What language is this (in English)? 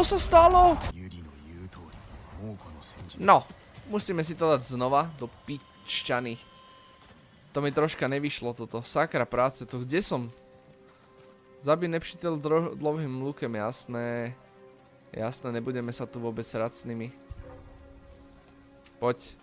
Slovak